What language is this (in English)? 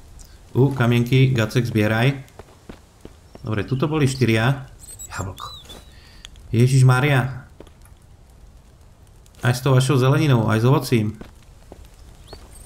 Slovak